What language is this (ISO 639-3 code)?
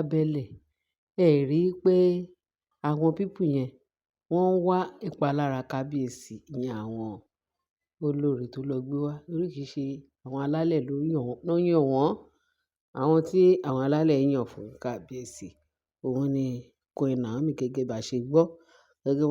yor